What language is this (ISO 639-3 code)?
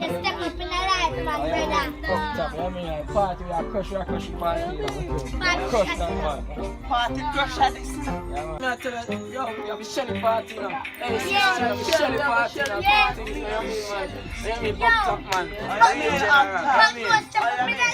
jam